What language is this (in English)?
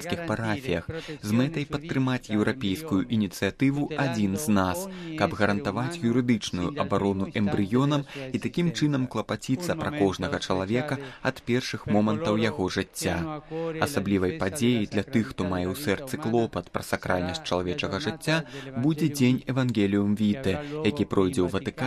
Belarusian